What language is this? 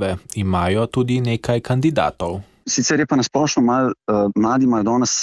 Slovenian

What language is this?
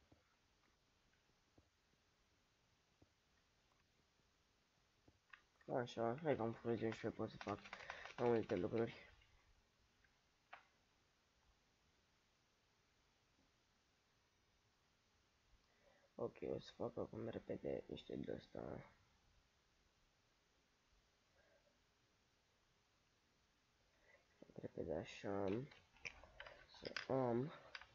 Romanian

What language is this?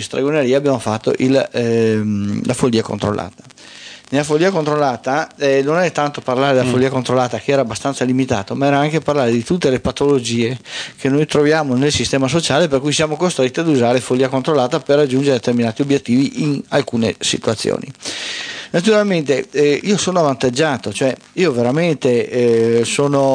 Italian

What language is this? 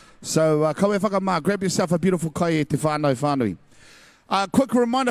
Māori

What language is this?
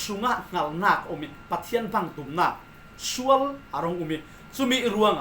Falam Chin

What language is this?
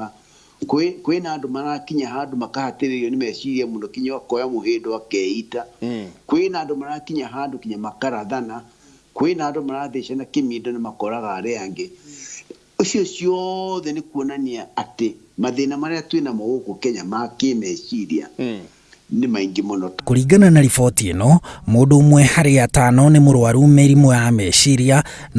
Kikuyu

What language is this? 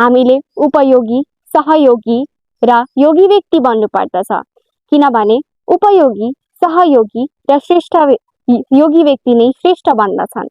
Nepali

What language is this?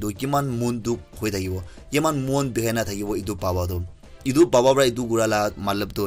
Naga Pidgin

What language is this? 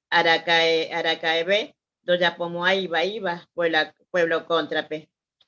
Guarani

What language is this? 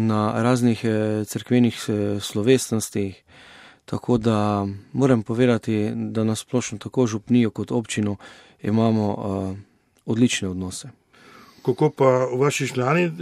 Slovenian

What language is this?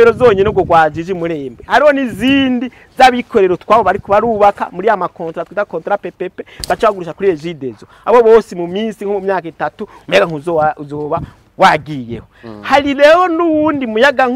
Rundi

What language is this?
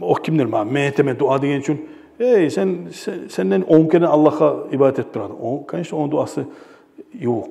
Kumyk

